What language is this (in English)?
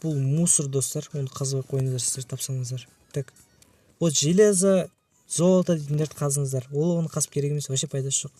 Kazakh